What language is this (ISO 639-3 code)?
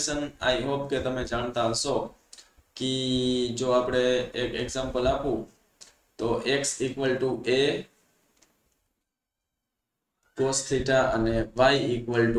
guj